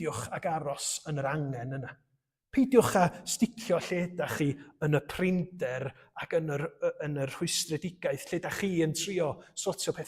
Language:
Welsh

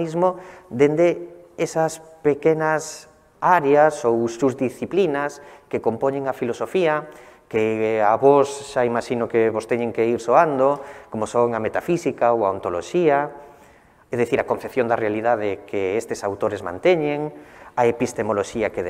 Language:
Galician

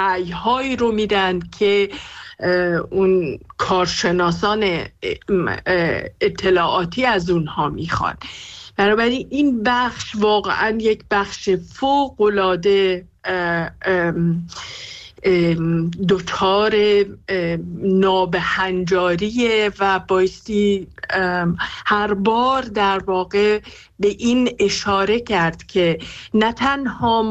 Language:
Persian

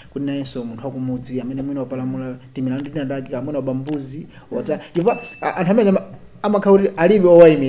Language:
Nyanja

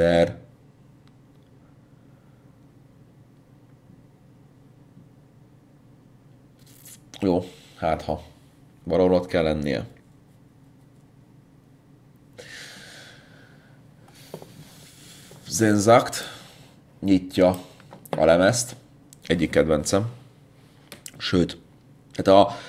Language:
Hungarian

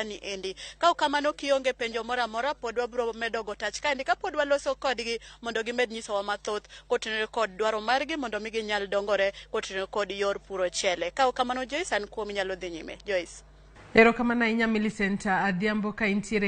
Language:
Luo (Kenya and Tanzania)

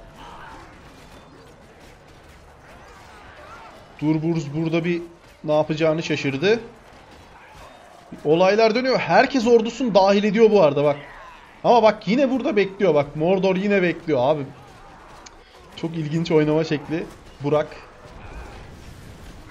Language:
Turkish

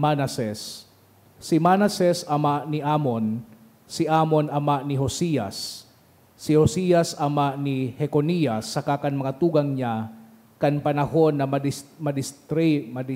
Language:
Bikol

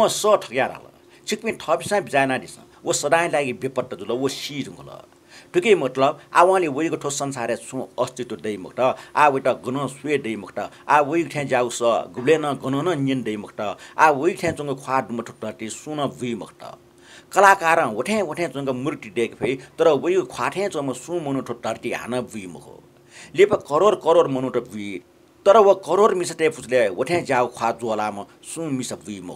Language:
Newari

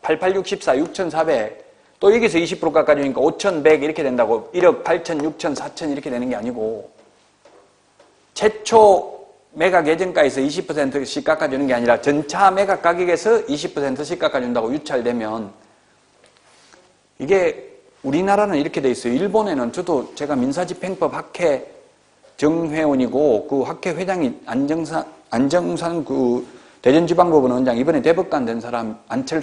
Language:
Korean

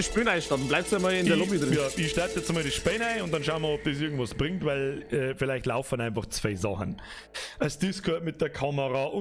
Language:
Bavarian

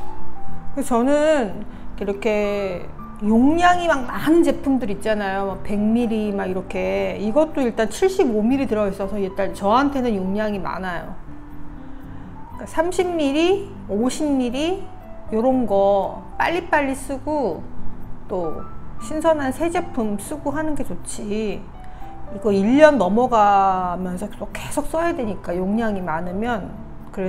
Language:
Korean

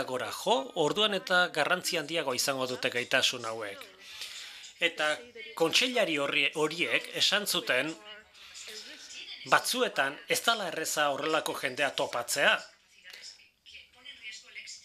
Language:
Basque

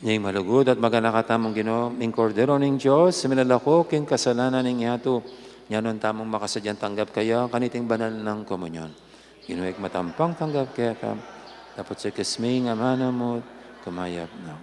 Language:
Pampanga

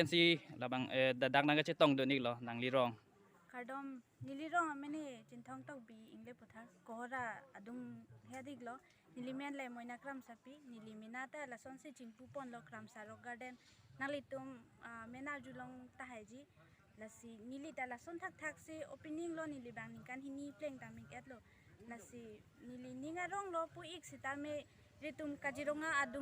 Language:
Karbi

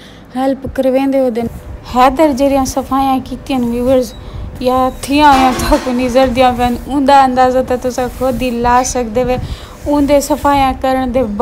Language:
Saraiki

